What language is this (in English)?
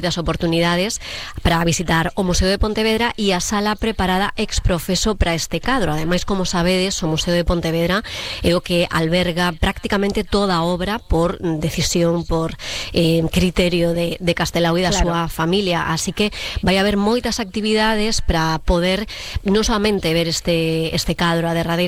Galician